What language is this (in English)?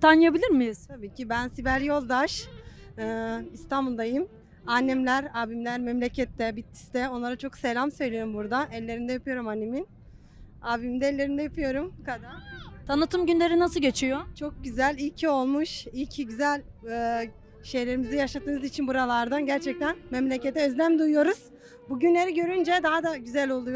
Turkish